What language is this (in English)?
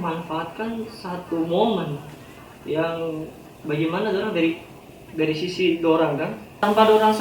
Manado Malay